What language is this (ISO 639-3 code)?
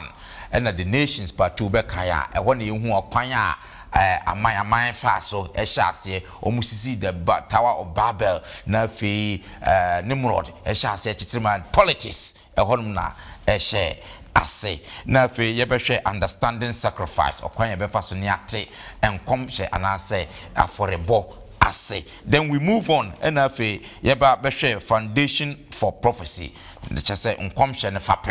aka